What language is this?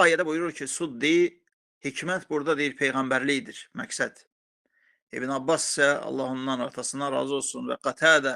Azerbaijani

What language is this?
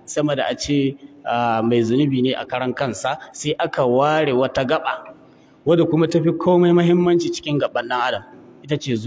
Hausa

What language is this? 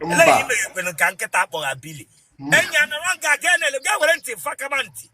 Igbo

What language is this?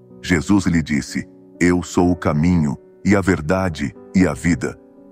Portuguese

